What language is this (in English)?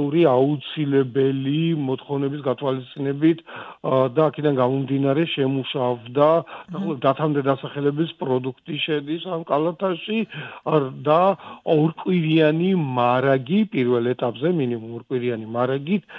Georgian